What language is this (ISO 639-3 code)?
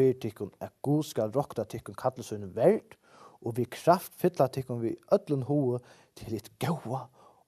fao